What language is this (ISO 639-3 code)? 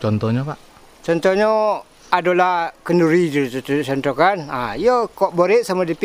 min